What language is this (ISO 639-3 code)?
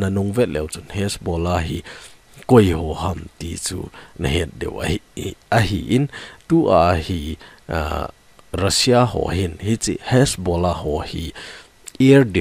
tcz